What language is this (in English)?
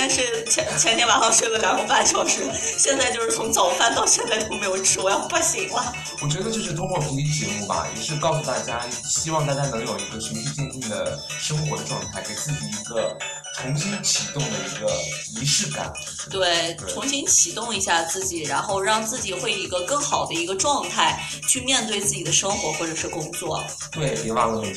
Chinese